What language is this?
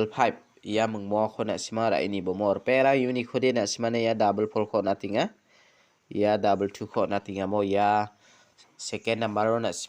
Garo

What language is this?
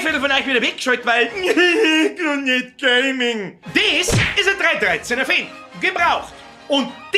Bavarian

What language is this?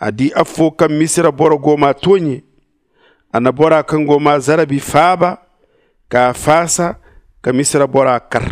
Zarma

